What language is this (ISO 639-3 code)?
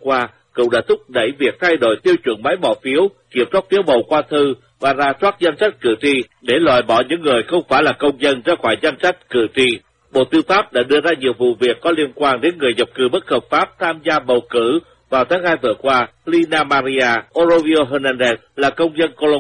vie